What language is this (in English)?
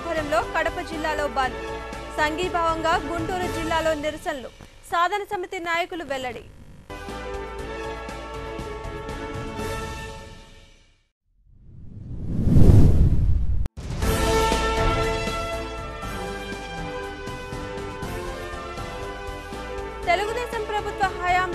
Telugu